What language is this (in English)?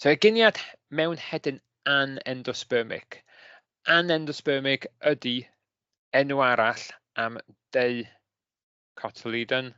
Welsh